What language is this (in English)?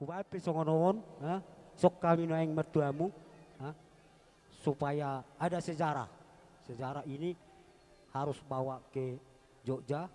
Batak Toba